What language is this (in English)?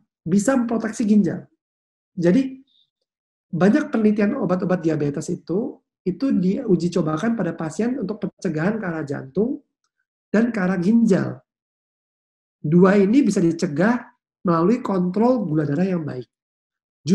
Indonesian